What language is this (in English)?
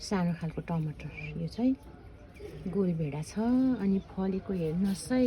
Nepali